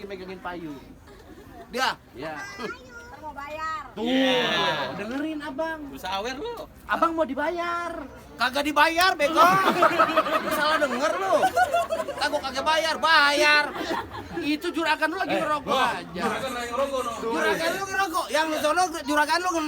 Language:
Betawi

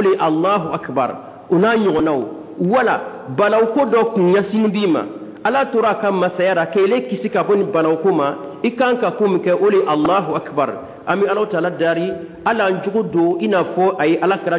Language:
Dyula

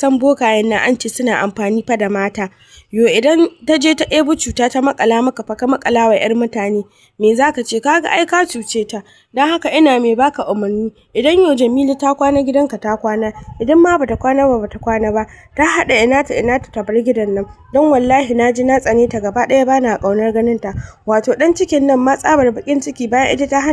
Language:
Hausa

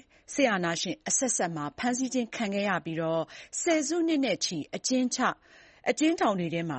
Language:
Burmese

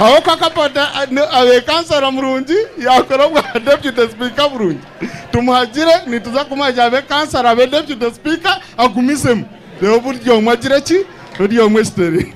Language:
Nyankole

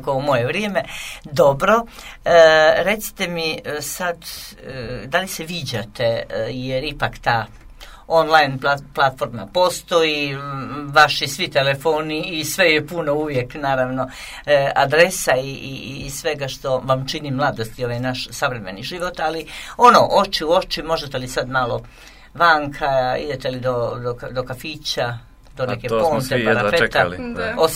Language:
Serbian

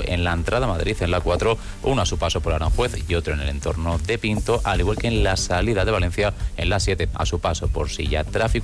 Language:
Spanish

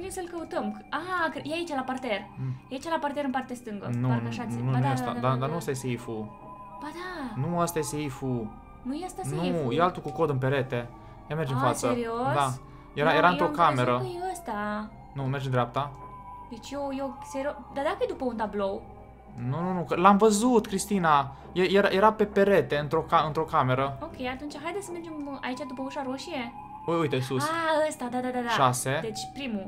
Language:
Romanian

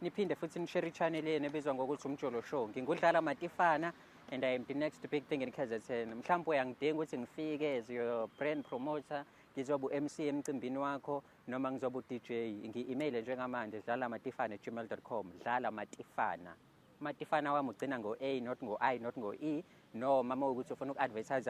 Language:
Zulu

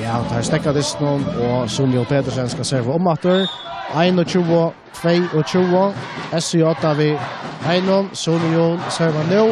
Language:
Faroese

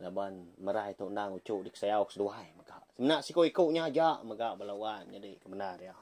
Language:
Iban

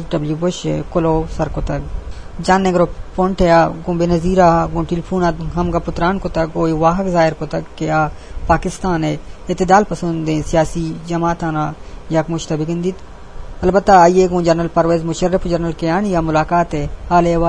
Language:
Eastern Balochi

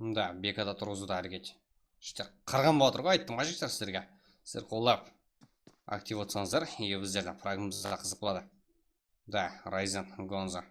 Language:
Kara-Kalpak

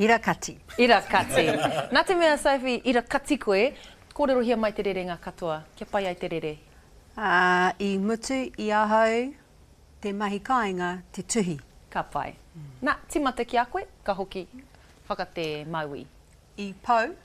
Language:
Māori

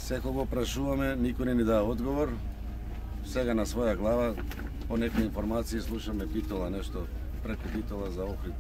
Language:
Macedonian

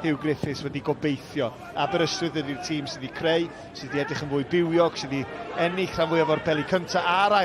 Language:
Welsh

